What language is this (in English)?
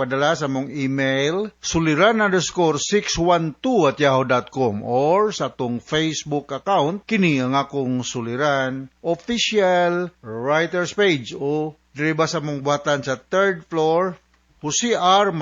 Cebuano